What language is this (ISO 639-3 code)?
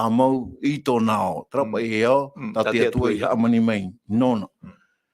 tah